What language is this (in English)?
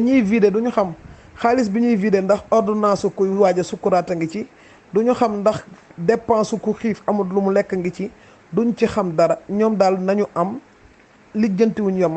Wolof